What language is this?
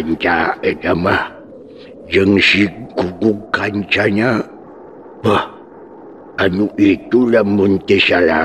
Sundanese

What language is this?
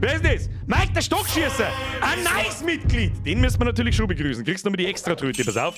Bavarian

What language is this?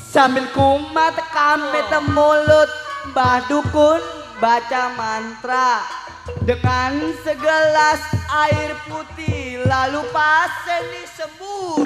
Betawi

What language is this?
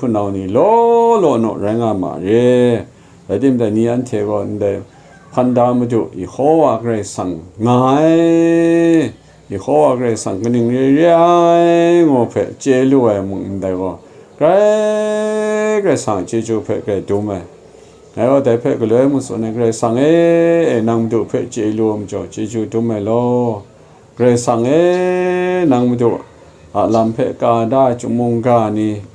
Kachin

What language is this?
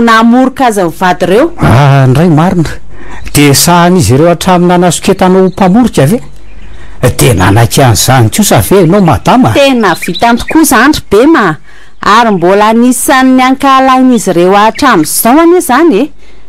Malagasy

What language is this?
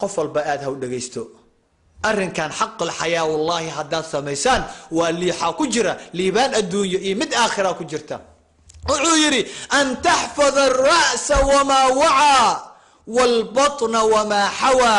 Somali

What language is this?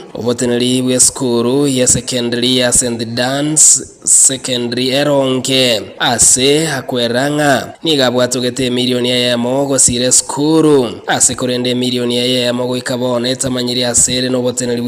Gusii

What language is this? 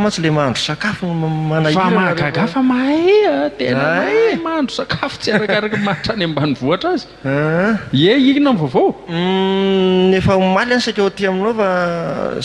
Malagasy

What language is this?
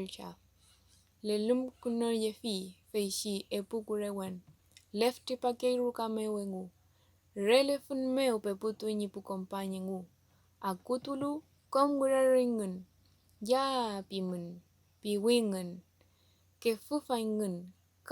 Mapuche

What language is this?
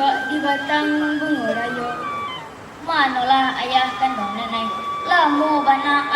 Minangkabau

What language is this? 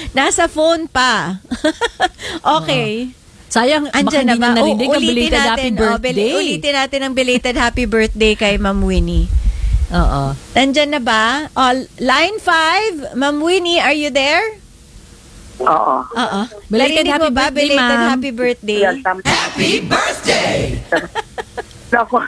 Filipino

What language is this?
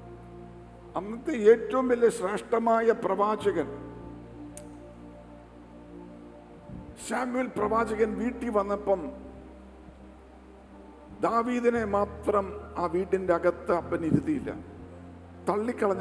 Malayalam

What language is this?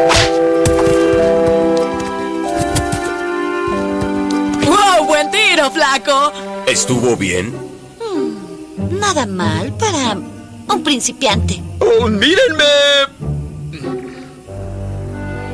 Spanish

